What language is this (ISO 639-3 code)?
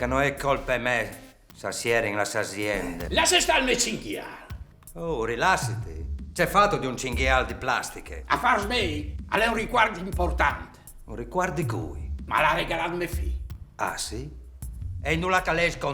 fur